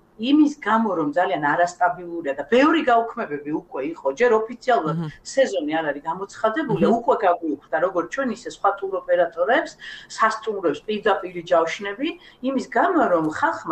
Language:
Georgian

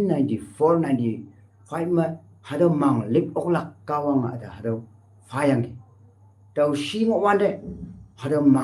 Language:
Konyak Naga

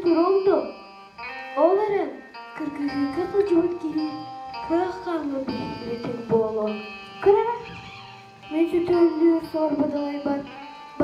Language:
Yakut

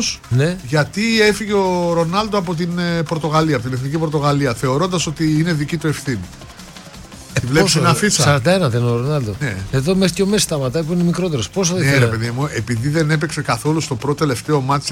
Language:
Greek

